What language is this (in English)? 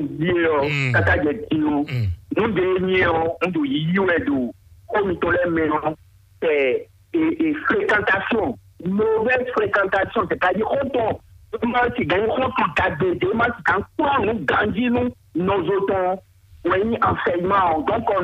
Fon